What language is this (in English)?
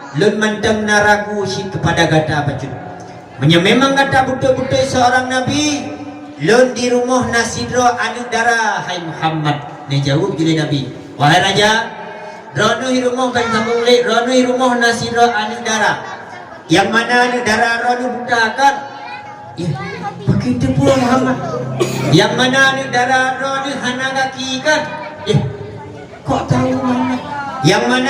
Achinese